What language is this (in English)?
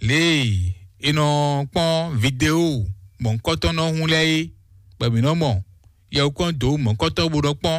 Fon